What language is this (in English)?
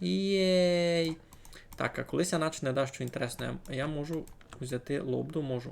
Rusyn